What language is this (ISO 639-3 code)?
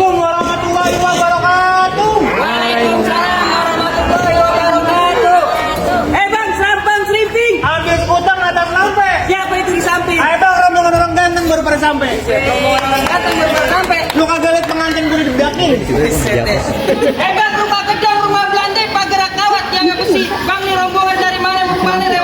bew